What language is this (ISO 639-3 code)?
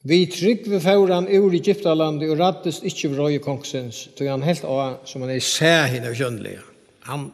fao